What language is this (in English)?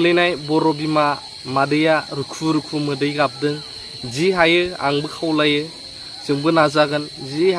Bodo